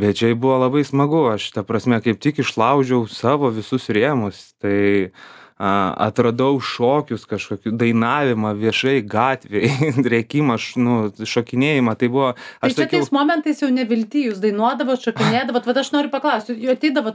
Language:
Lithuanian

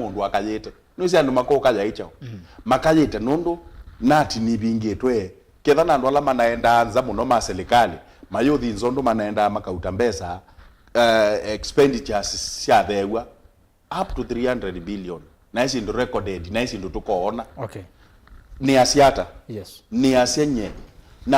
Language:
Kamba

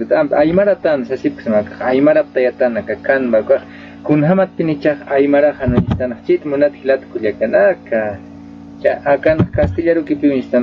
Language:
Aymara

